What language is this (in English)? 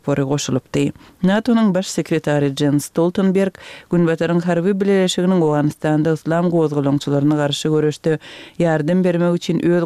Turkmen